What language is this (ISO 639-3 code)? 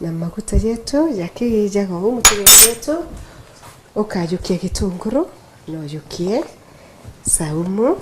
mer